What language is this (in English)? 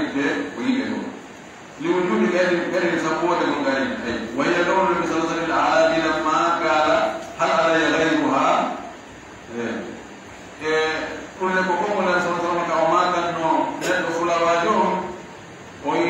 Pular